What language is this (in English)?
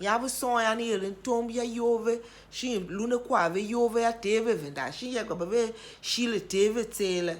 Tiv